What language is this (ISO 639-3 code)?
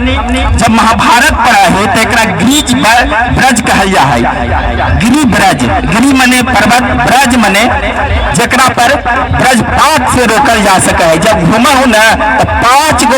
mag